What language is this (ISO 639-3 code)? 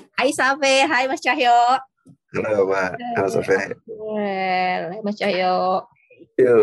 ind